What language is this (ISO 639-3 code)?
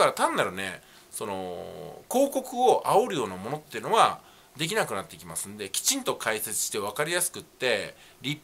jpn